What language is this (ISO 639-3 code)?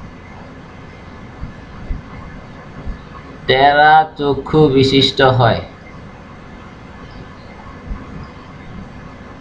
ben